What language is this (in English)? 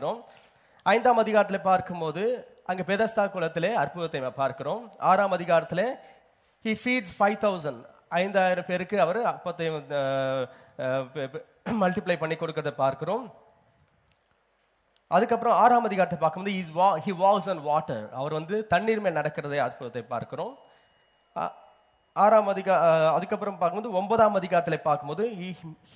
Tamil